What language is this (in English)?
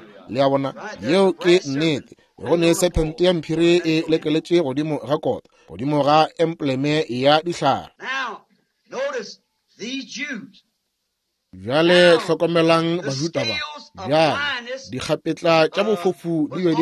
Northern Sotho